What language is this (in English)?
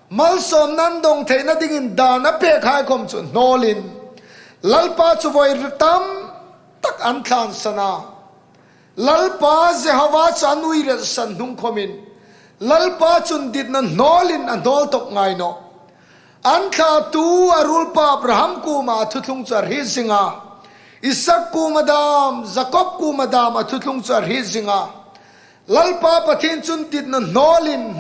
Hmar